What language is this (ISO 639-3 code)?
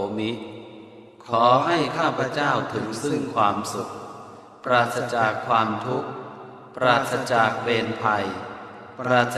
pli